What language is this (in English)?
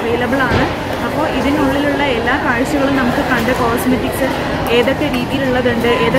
Malayalam